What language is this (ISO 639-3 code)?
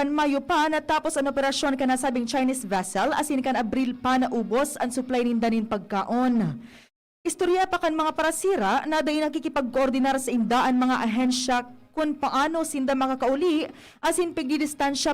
bik